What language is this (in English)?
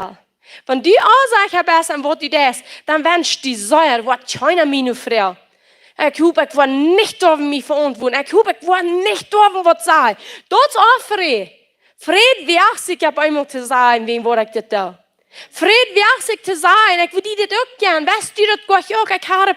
Plautdietsch